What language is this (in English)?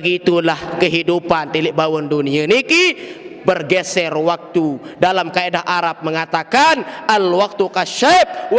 Sasak